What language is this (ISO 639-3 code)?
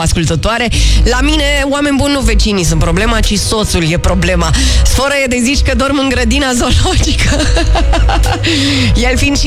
ron